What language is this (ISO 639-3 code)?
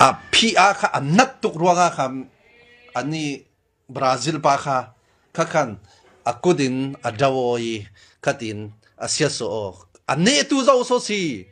cfm